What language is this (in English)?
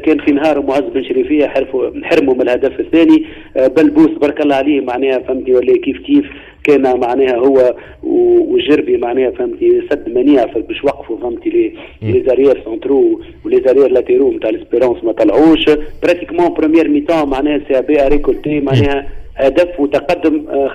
Tunisian Arabic